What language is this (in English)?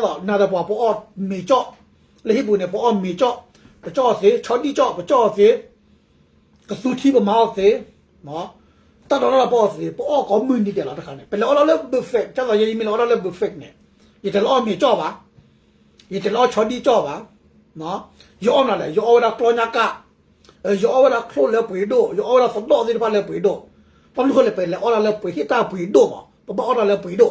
S'gaw Karen